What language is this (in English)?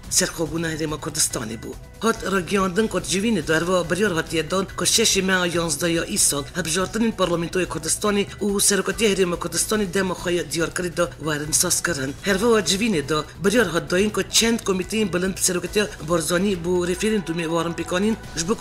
Kurdish